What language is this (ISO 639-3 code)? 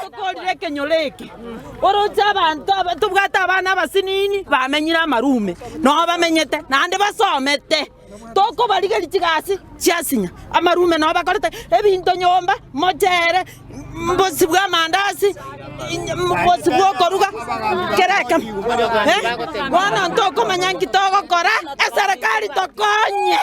guz